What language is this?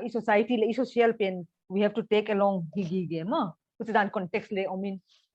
Paite Chin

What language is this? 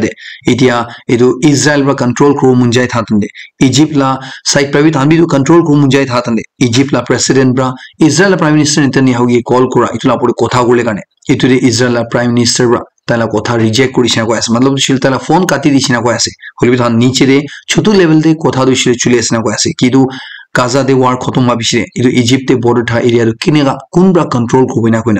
Naga Pidgin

